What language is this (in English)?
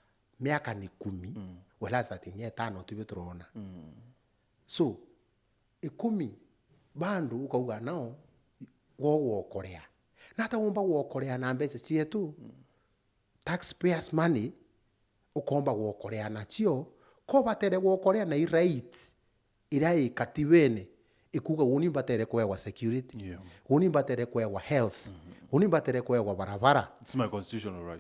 Meru